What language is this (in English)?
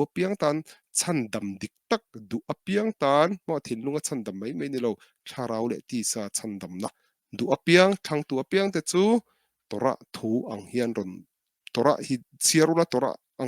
Mizo